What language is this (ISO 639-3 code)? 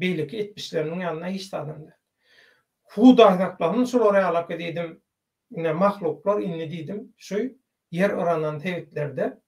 tuk